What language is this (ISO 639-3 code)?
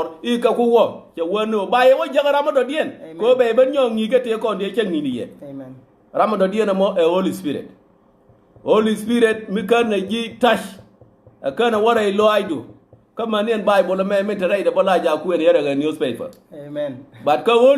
nus